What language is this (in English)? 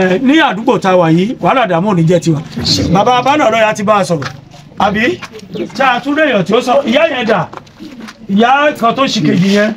Yoruba